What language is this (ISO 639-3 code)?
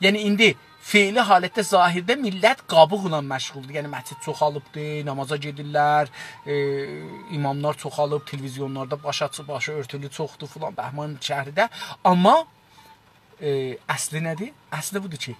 azb